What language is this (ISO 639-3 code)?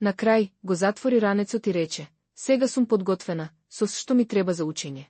mkd